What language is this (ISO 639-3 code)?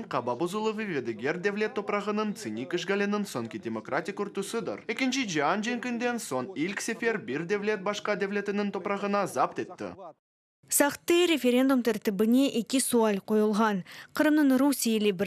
crh